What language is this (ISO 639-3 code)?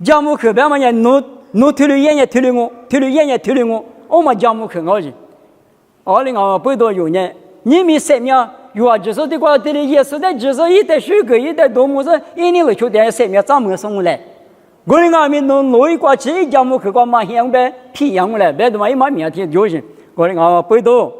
lis